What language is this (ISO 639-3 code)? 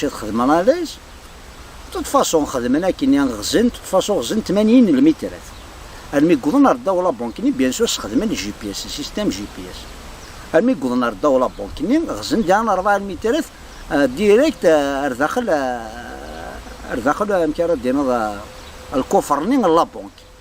kab